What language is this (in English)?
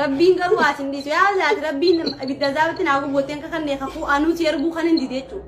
Oromo